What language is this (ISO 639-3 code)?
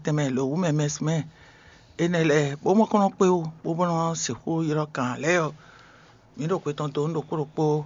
fon